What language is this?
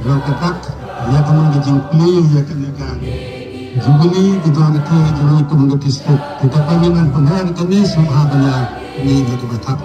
Khasi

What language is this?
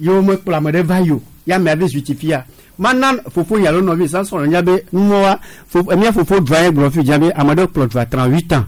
Gen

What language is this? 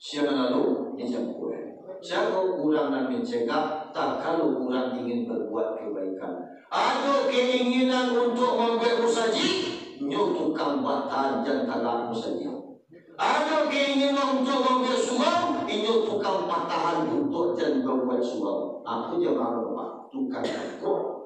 Minangkabau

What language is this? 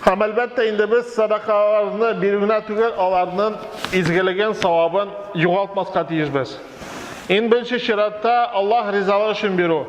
Tatar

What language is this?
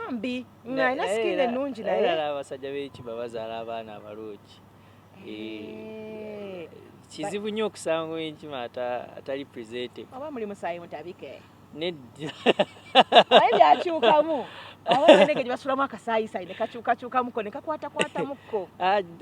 Ganda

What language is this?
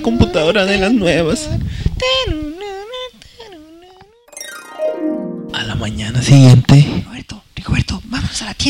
Spanish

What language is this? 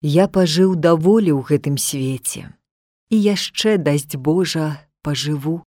Belarusian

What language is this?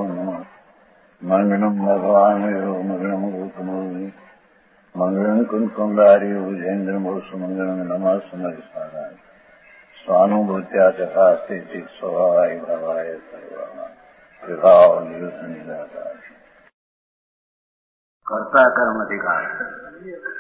Gujarati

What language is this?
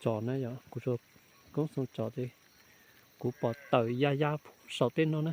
Hmong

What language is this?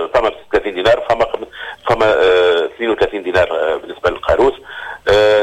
Tunisian Arabic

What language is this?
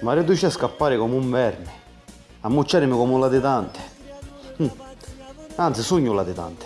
Sicilian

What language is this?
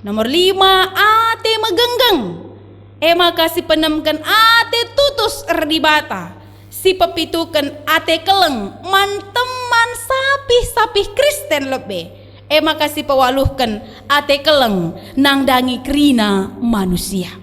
Batak Karo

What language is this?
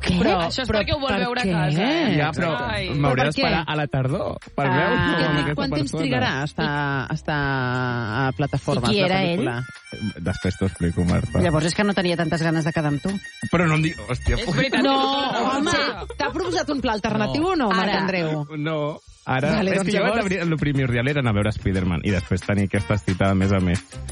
Catalan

